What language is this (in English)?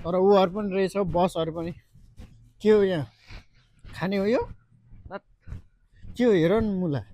Nepali